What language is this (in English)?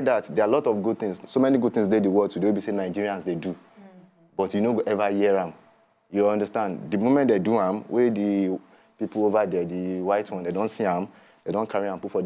Nigerian Pidgin